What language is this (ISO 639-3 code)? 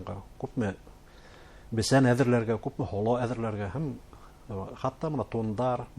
bak